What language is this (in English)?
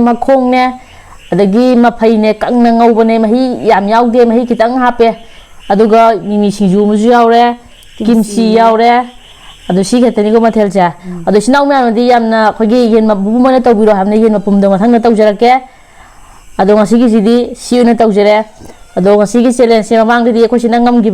Manipuri